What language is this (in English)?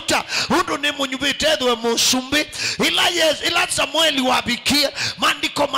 Kamba